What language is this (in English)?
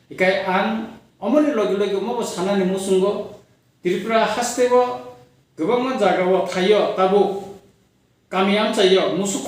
Kok Borok